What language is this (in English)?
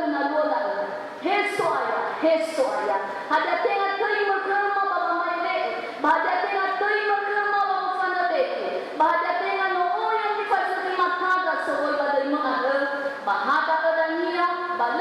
Nias